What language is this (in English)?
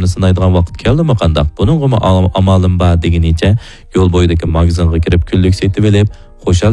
Uyghur